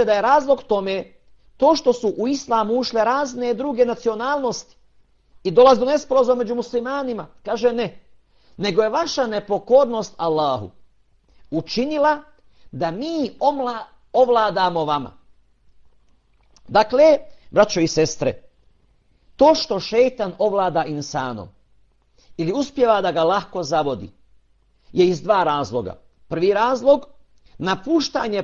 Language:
Bosnian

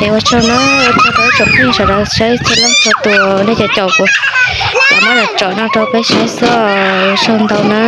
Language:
Hmong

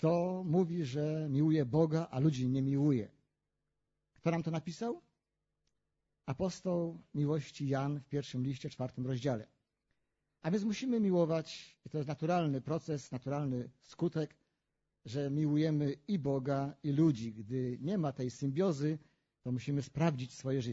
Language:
Polish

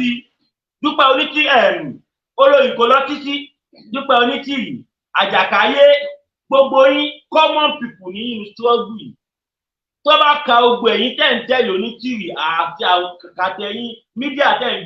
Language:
Yoruba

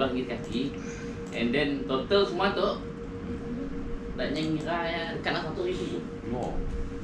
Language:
Malay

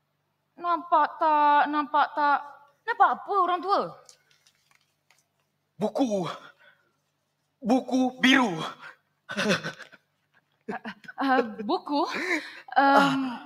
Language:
Malay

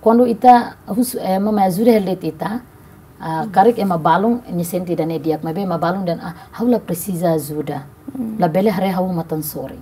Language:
Tetum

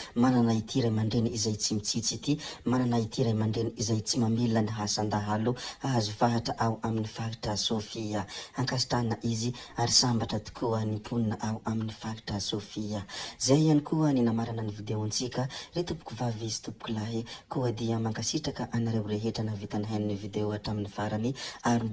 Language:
Malagasy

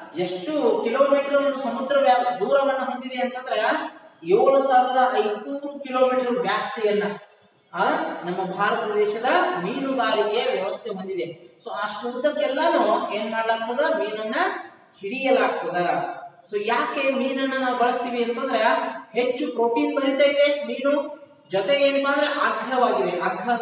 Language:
Kannada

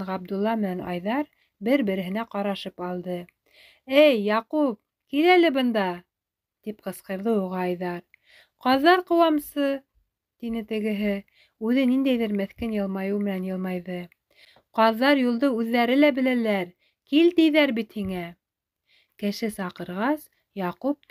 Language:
Bashkir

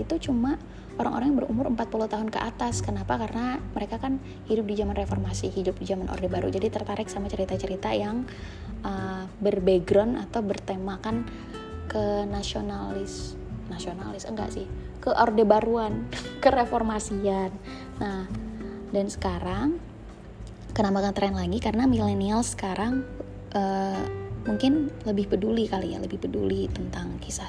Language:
Indonesian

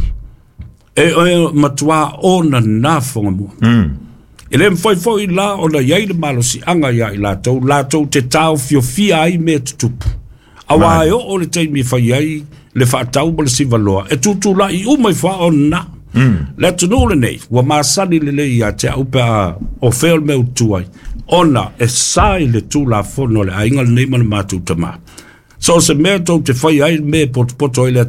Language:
Samoan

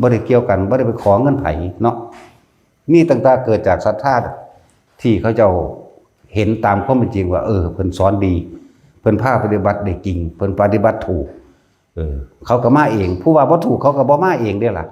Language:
Lao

